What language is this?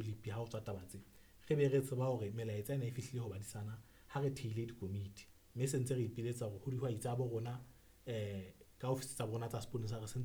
Southern Sotho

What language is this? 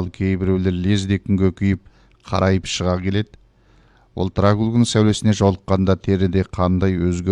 Kazakh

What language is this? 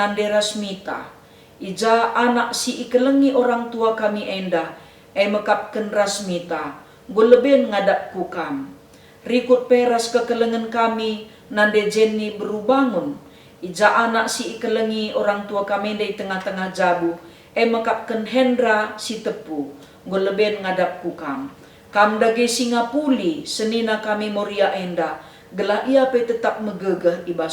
Batak Karo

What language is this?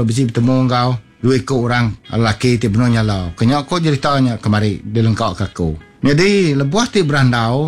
Iban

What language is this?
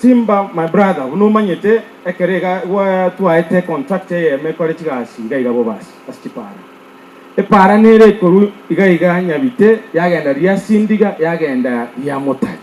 Gusii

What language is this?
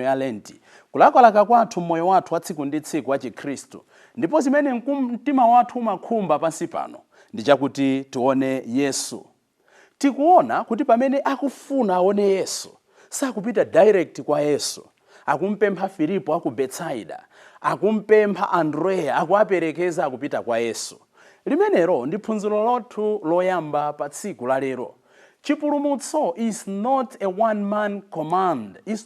Nyanja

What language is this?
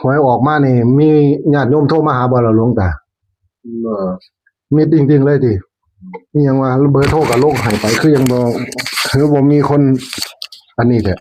Northeastern Thai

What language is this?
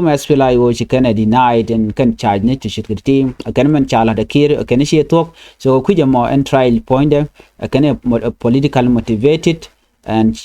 Nuer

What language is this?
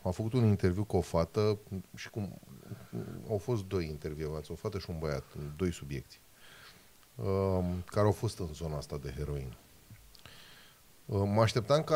Romanian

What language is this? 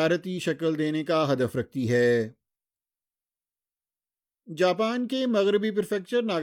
Urdu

